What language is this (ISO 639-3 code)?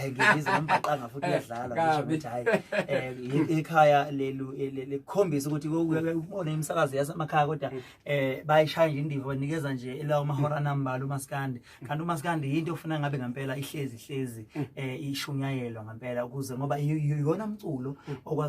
zul